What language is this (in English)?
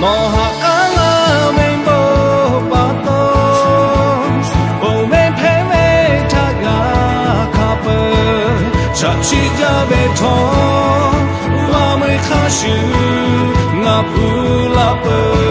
Lahu